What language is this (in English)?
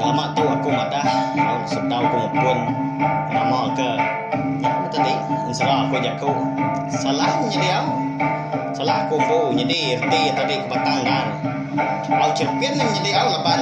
Iban